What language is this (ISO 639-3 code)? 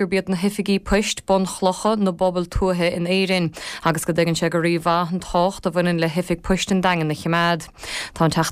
gle